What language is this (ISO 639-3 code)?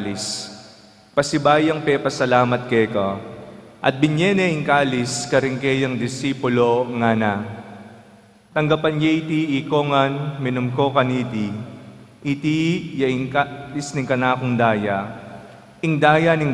pam